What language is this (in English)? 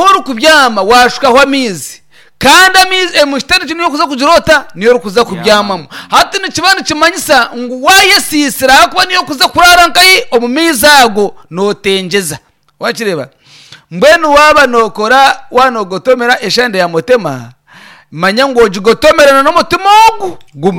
Nyankole